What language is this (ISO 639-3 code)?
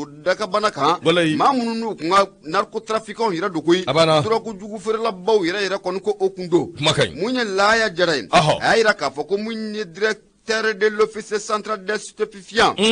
bam